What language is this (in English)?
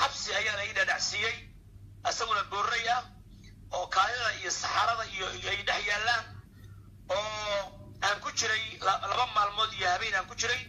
Somali